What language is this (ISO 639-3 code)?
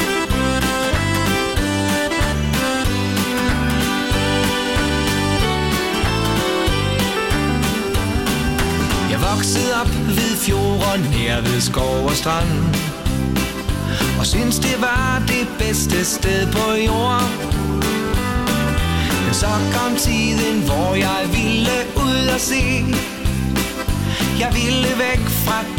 dan